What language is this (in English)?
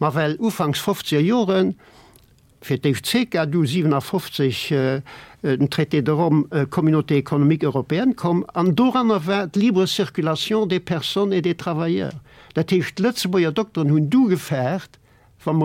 Luxembourgish